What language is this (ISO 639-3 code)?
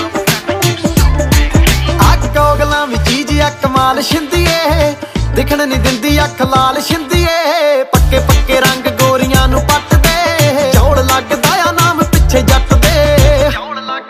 pan